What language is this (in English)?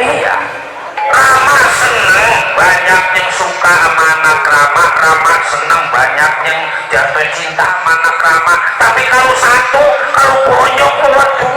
Betawi